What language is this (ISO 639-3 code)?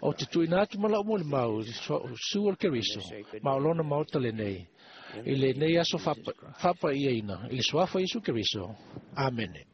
smo